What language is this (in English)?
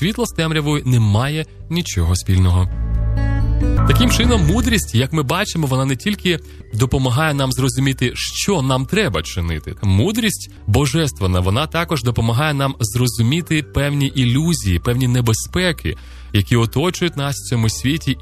Ukrainian